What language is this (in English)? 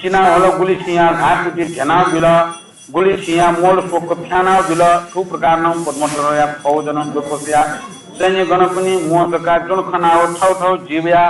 Newari